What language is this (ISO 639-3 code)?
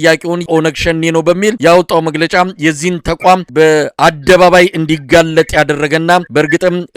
amh